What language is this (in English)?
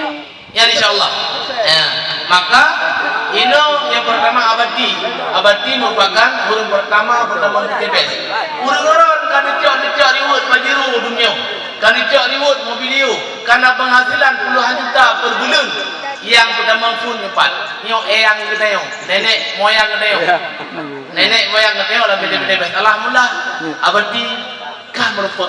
Achinese